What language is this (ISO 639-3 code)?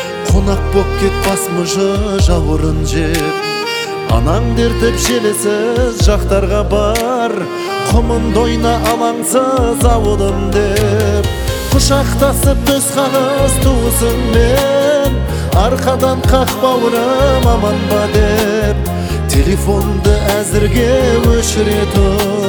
kaz